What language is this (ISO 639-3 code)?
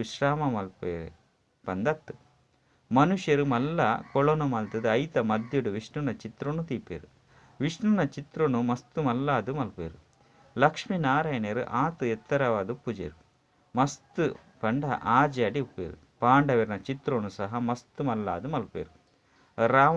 tcy